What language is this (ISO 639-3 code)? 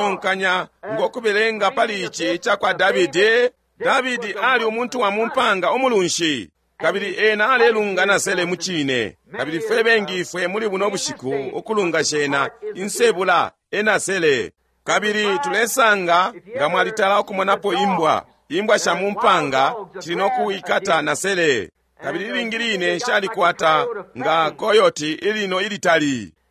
bem